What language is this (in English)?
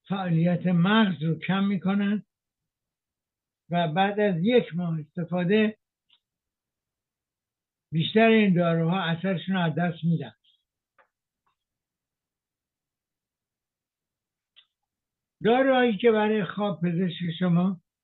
Persian